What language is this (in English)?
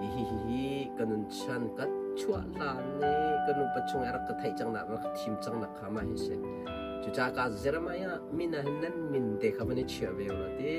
Hakha Chin